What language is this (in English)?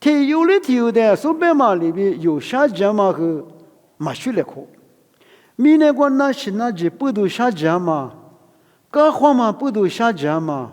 Lisu